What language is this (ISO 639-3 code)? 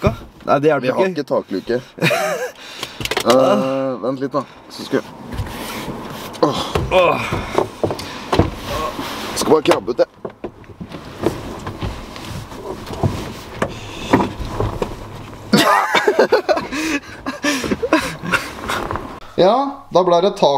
nor